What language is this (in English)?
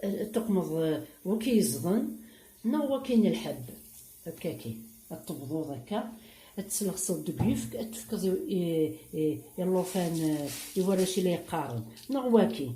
Kabyle